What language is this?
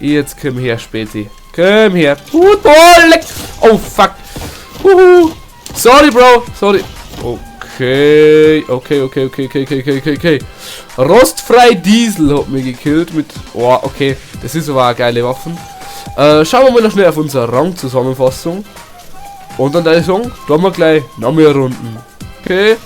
Bavarian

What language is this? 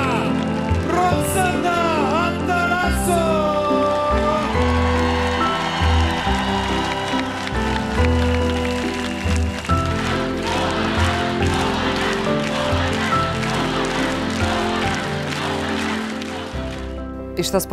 Serbian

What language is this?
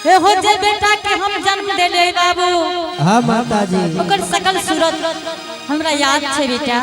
Angika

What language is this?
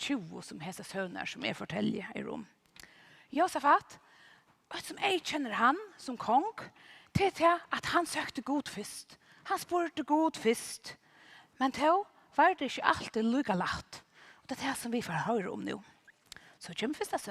Faroese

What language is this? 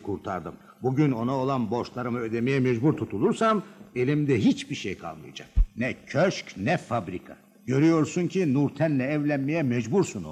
Turkish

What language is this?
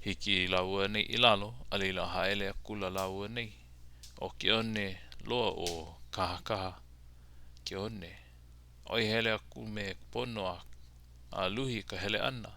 Hawaiian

